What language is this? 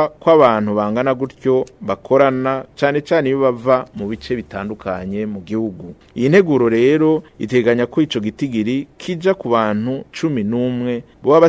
Rundi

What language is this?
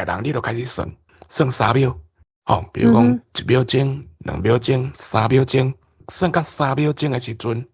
Min Nan Chinese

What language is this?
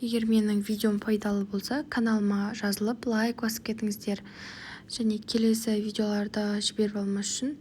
Kazakh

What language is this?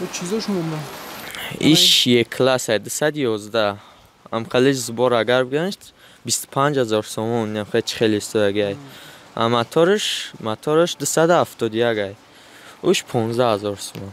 Tajik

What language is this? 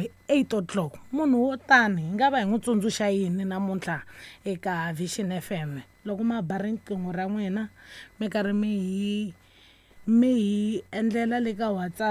Tsonga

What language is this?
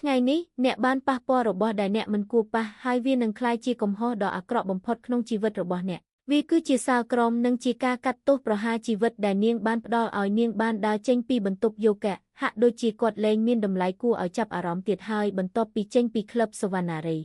Khmer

